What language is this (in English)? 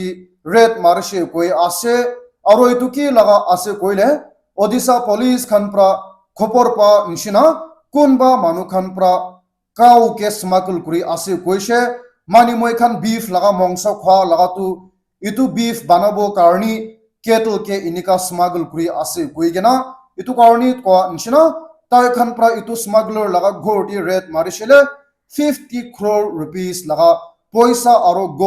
Naga Pidgin